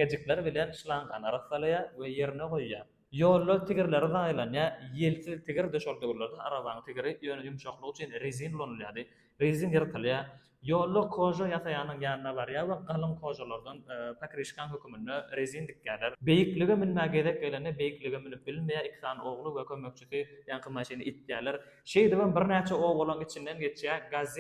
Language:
Turkmen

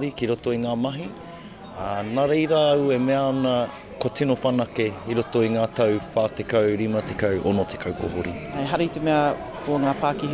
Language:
Māori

